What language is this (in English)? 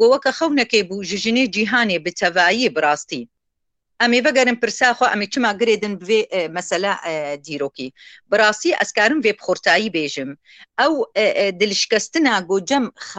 Kurdish